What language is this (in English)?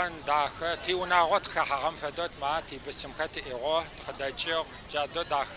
Adyghe